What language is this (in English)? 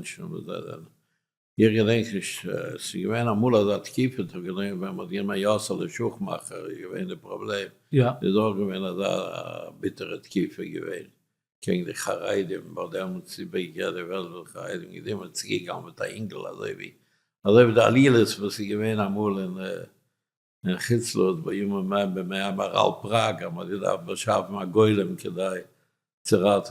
Yiddish